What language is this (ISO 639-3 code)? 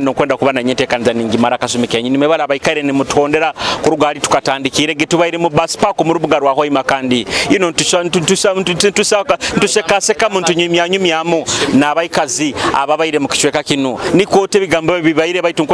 nyo